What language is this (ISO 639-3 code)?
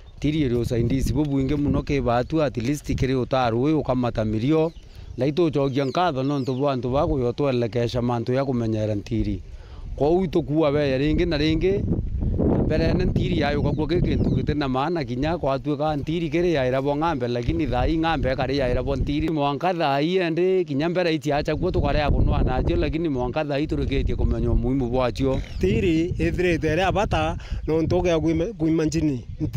mer